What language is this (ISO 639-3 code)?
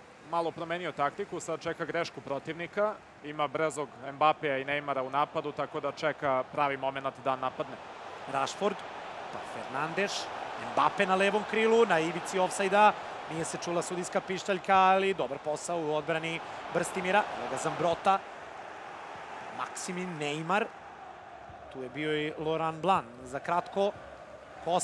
srp